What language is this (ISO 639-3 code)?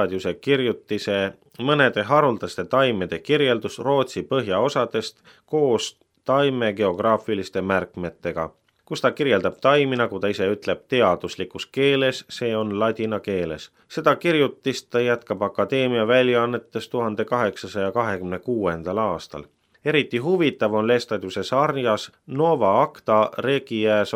est